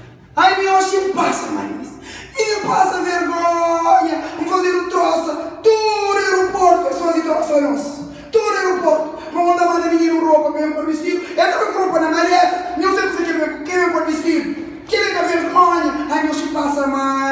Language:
Kabuverdianu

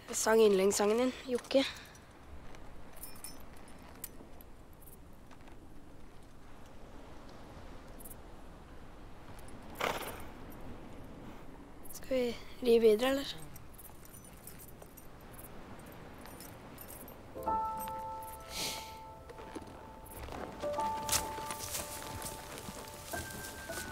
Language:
Norwegian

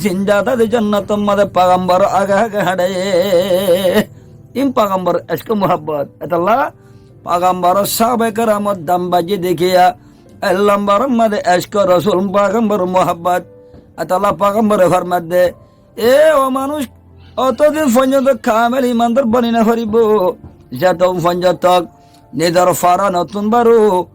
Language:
Rohingya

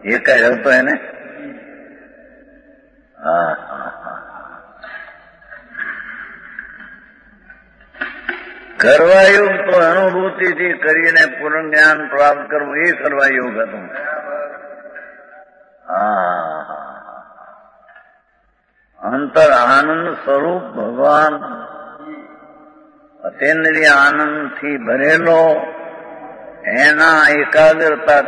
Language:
Gujarati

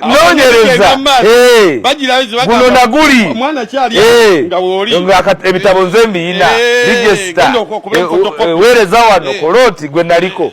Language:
Ganda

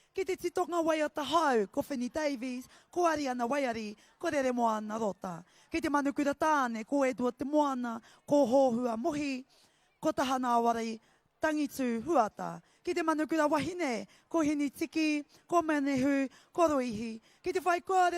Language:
Māori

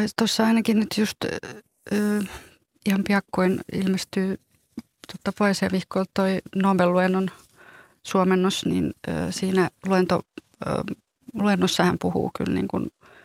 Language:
Finnish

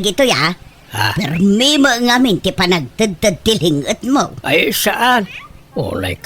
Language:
Iloko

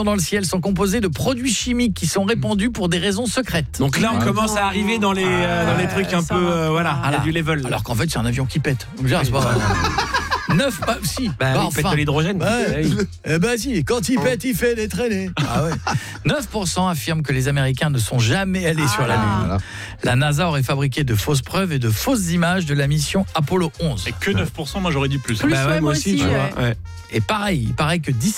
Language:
French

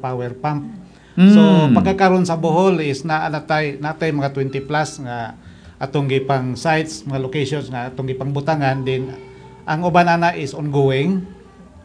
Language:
Cebuano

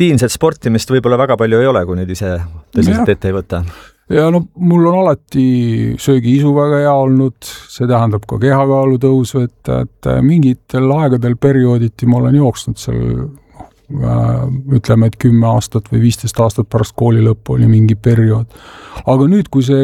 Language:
Estonian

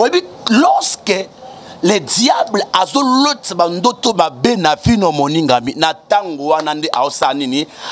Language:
Lingala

